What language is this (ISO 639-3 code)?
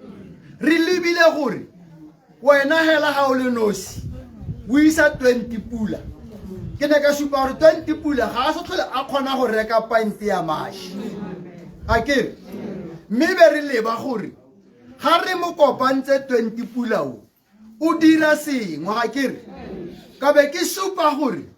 tsn